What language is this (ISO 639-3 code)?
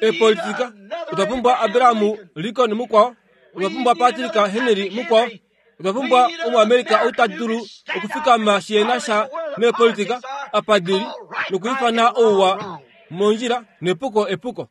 kua